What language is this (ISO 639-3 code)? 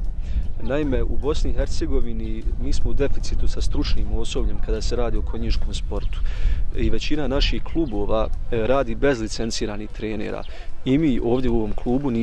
bos